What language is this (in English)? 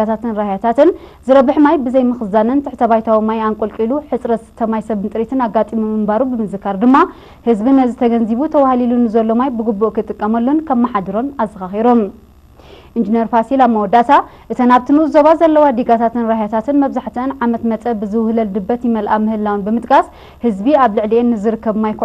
Tigrinya